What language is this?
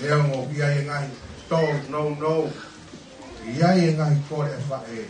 Tongan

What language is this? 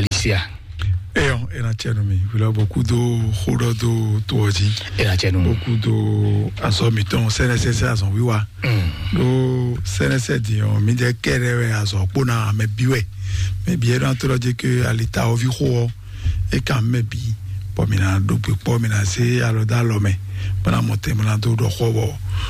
Fon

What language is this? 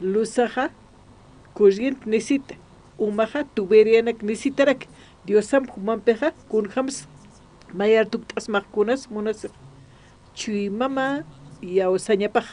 Aymara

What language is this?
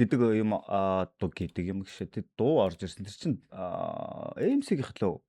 Mongolian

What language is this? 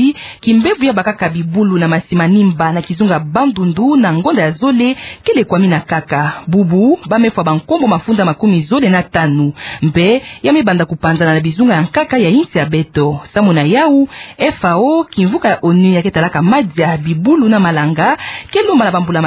Kituba (Democratic Republic of Congo)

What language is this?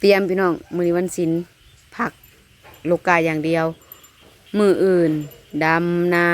Northeastern Thai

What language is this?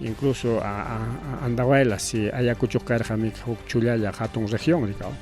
Ayacucho Quechua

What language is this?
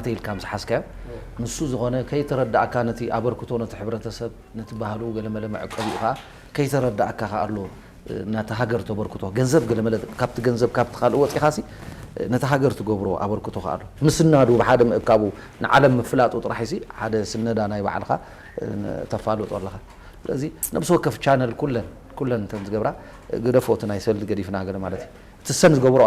Tigrinya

